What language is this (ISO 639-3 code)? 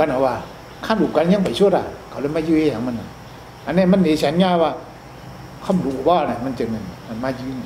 shn